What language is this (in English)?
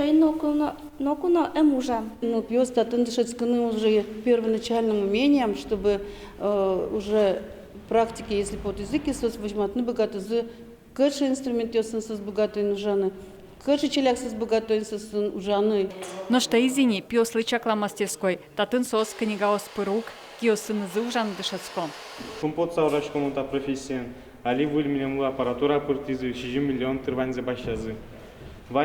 Udmurt